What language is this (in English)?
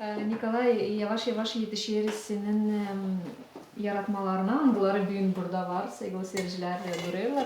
Gagauz